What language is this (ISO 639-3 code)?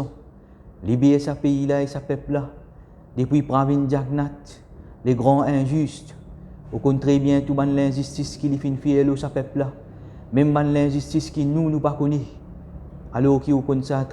mfe